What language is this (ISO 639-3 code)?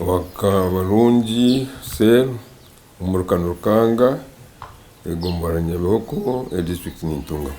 nyn